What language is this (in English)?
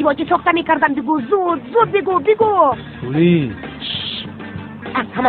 Tajik